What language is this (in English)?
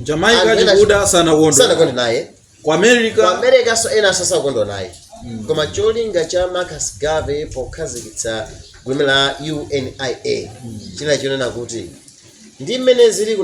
Nyanja